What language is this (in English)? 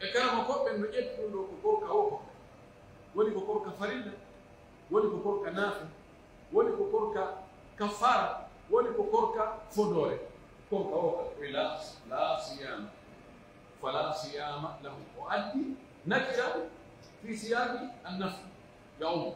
Pular